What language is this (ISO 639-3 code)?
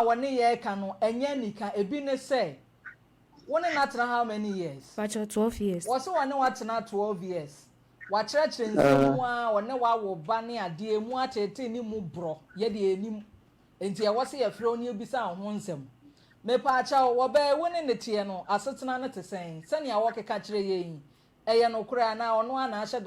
aka